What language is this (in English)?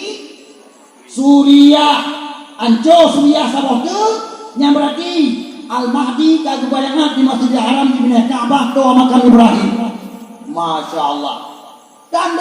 Achinese